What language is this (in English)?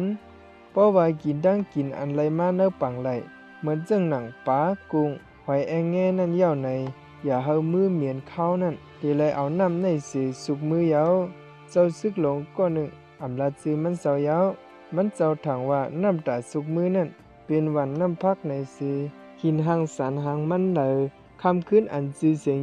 Shan